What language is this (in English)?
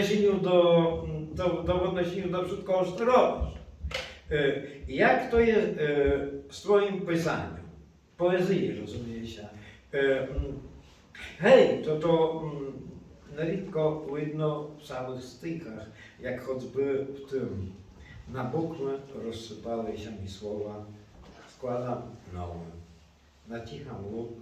Rusyn